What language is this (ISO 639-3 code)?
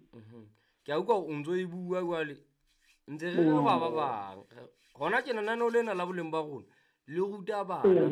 sot